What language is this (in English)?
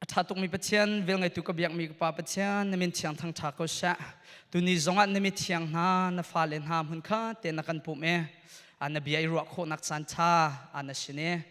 Hakha Chin